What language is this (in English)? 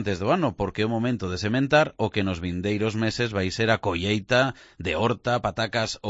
Galician